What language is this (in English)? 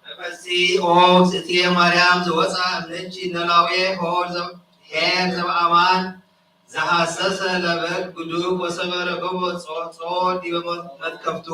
Geez